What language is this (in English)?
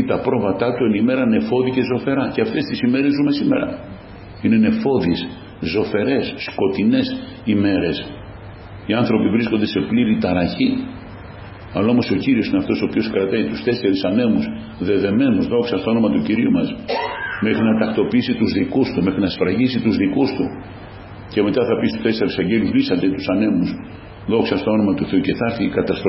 Greek